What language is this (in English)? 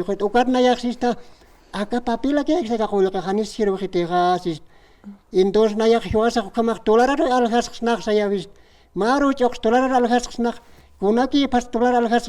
Aymara